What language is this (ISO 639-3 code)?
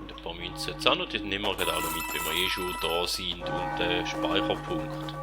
gsw